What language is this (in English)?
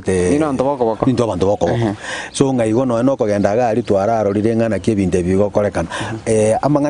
Gusii